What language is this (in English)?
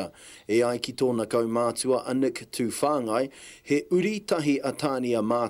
Māori